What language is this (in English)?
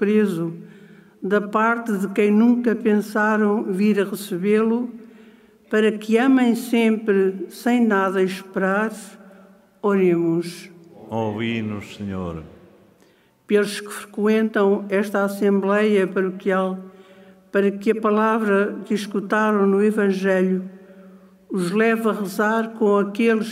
Portuguese